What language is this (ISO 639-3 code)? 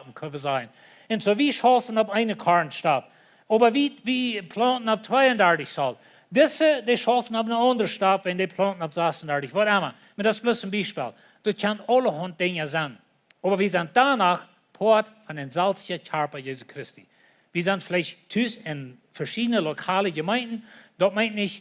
pdt